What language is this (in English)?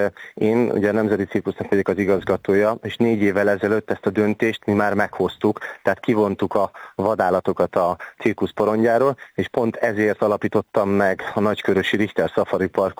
Hungarian